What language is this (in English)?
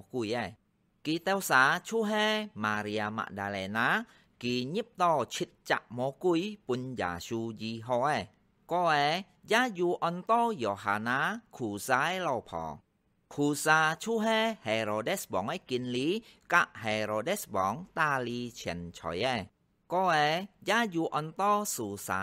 Hakka Chinese